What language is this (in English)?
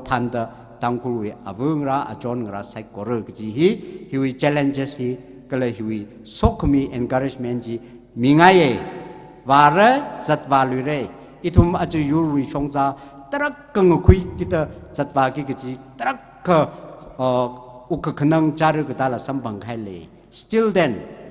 Tangkhul Naga (India)